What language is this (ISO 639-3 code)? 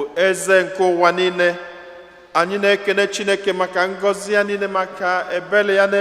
ibo